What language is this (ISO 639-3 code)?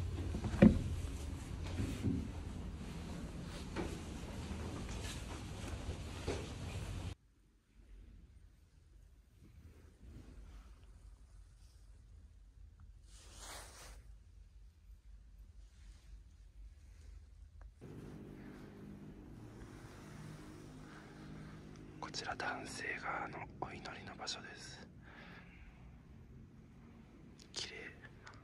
jpn